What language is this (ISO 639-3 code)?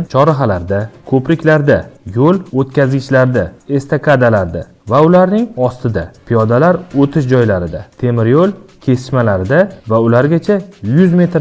uzb